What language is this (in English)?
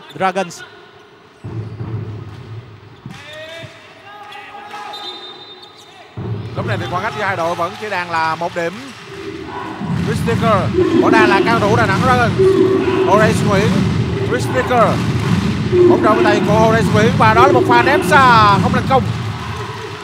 Vietnamese